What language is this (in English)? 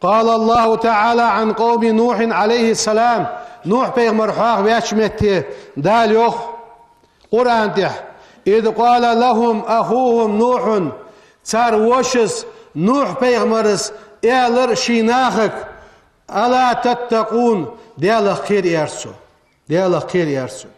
Ingush